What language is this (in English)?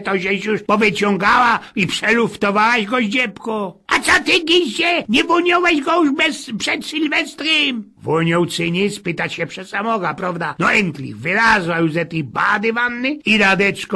Silesian